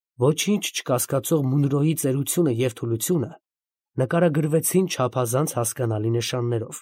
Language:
Armenian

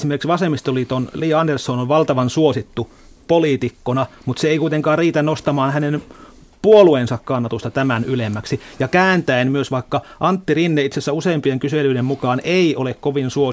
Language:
Finnish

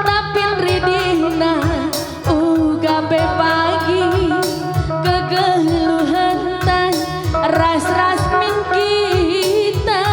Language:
Batak Karo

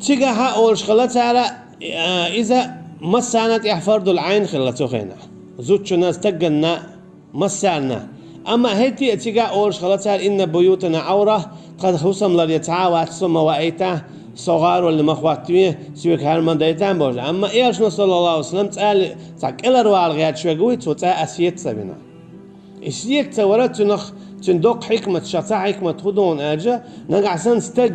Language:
Chechen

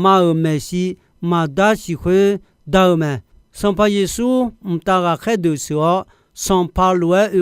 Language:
Akha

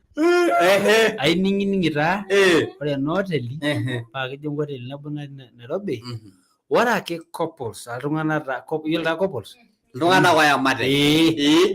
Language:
Masai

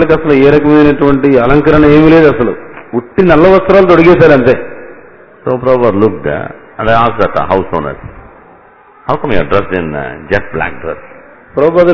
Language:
Telugu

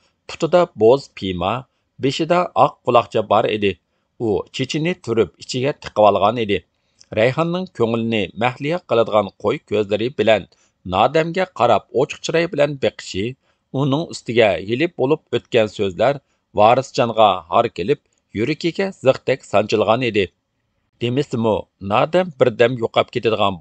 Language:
Uyghur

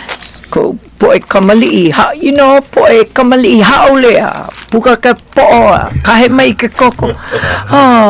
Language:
Hawaiian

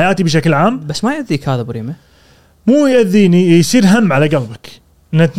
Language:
Gulf Arabic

